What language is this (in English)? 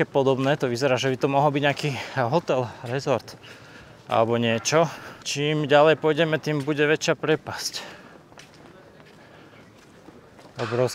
Slovak